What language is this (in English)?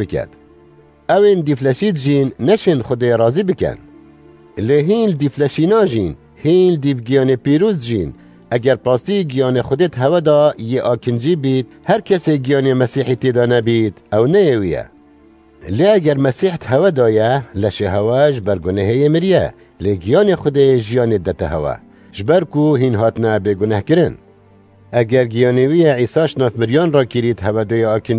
Kurdish